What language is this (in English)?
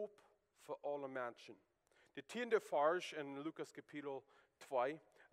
Plautdietsch